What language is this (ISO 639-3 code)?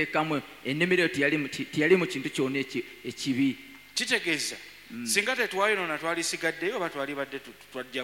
lug